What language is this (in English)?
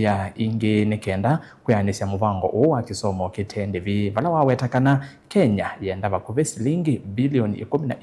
Kamba